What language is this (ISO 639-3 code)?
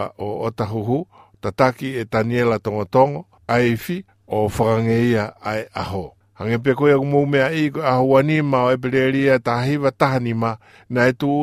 ton